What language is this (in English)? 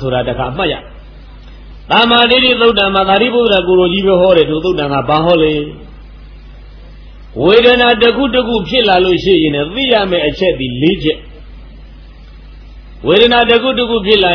Burmese